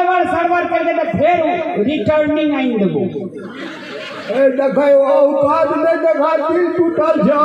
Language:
Maithili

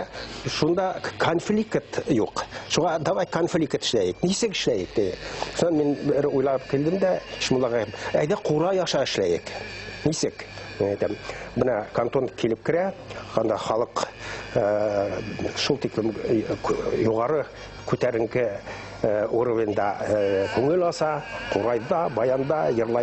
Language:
Bashkir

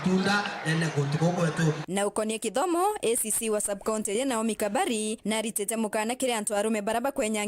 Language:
Meru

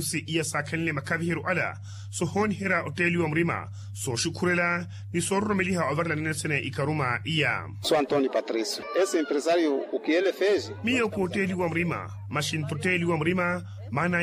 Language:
Makhuwa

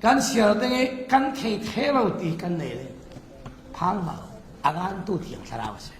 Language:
Falam Chin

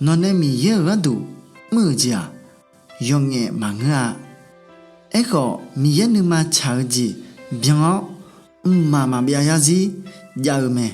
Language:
Akha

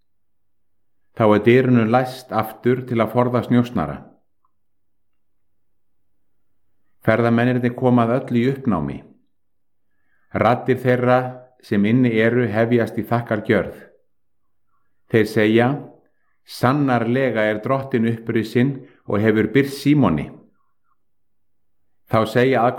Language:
Icelandic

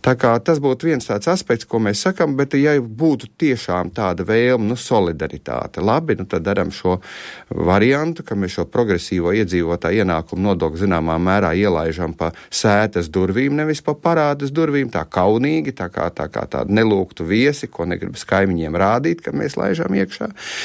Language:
Latvian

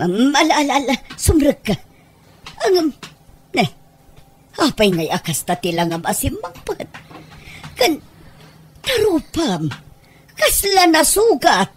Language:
Iloko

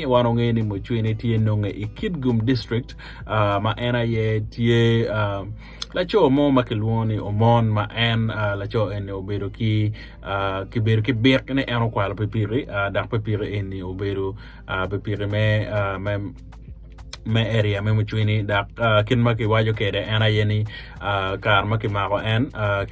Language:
Acoli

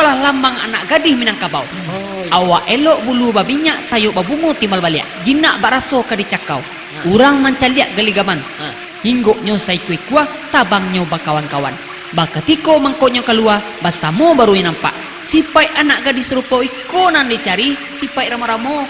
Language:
Minangkabau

